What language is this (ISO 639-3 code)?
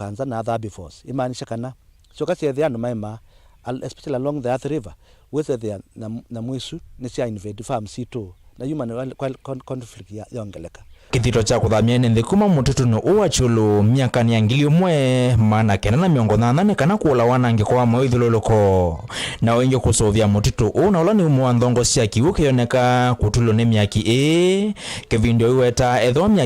kam